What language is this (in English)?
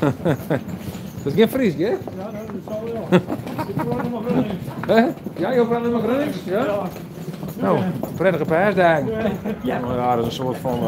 Western Frisian